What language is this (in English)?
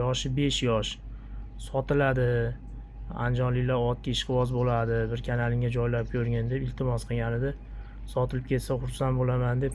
Uzbek